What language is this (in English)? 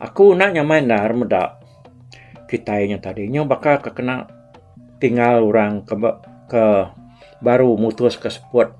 Iban